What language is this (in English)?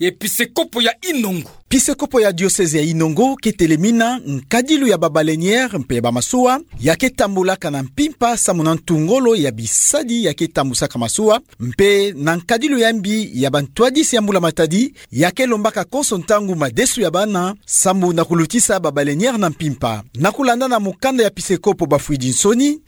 Kituba (Democratic Republic of Congo)